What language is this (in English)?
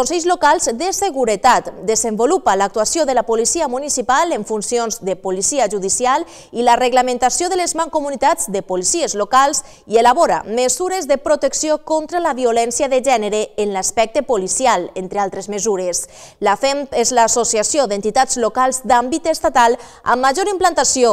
Catalan